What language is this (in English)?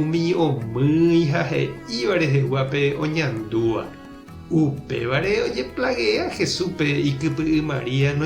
Guarani